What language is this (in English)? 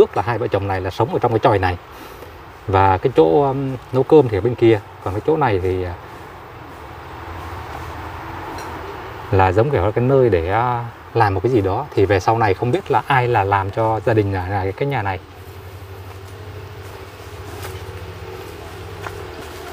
Vietnamese